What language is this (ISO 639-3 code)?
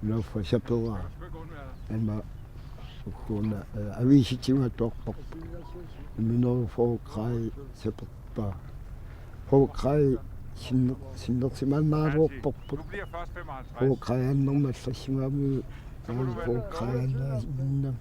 kal